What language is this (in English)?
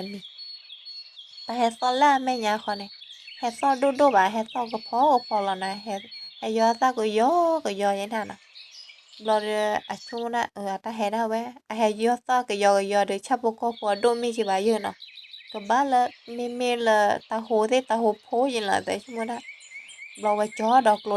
S'gaw Karen